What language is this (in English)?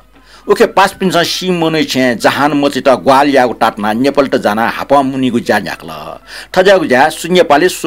Newari